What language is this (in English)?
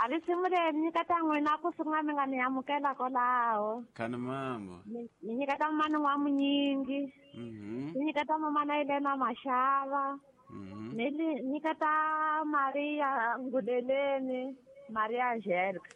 Tsonga